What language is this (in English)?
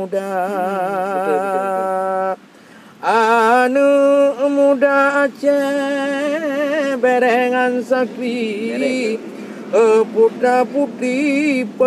Achinese